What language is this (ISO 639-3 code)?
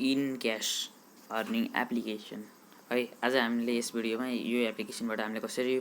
nep